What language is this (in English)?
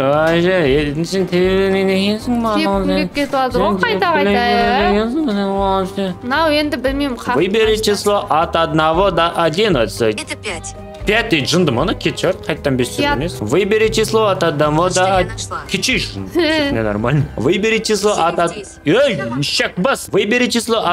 Kazakh